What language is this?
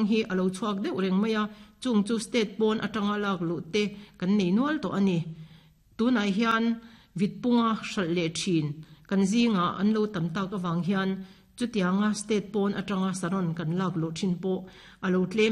Mizo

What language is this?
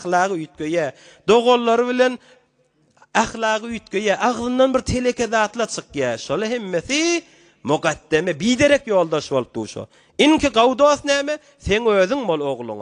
Turkmen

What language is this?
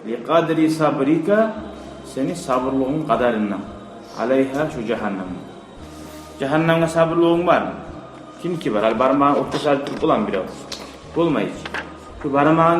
Kumyk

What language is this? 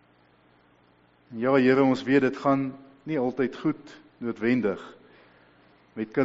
Afrikaans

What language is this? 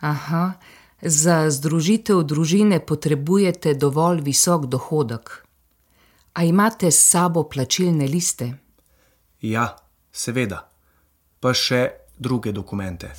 Slovenian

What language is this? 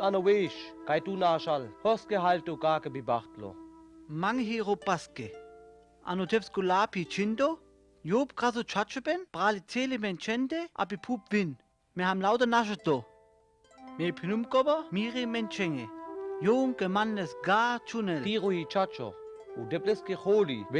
Sinte Romani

